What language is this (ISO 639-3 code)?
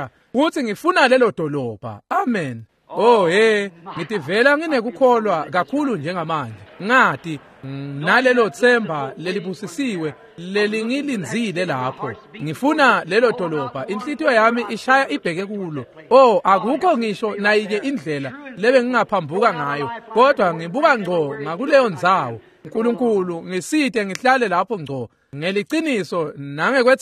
ssw